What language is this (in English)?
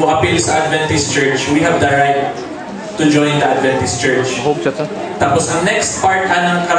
Cebuano